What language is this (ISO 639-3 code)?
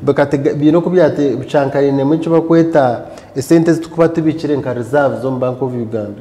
nyn